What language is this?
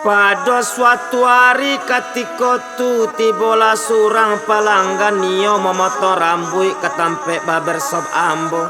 Minangkabau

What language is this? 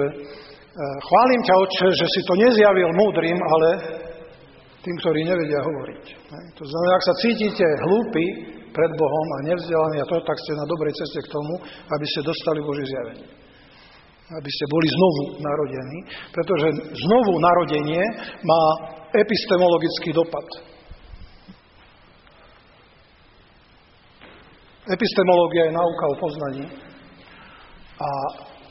Slovak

